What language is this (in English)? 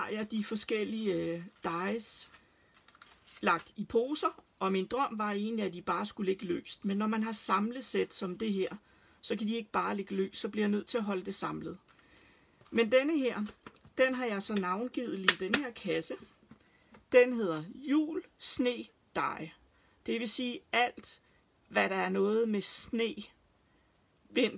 Danish